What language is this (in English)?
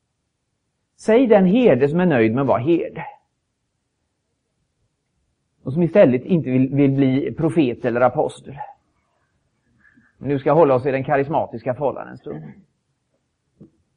Swedish